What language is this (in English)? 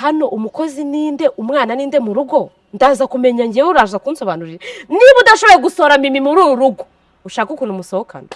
Kinyarwanda